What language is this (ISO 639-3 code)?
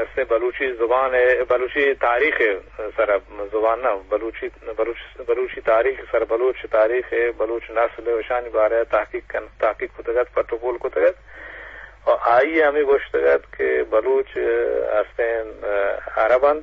bgp